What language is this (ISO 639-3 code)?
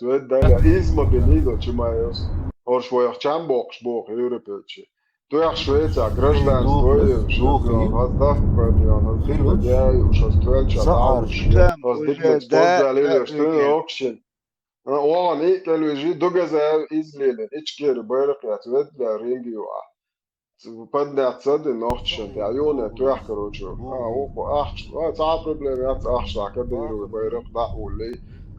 che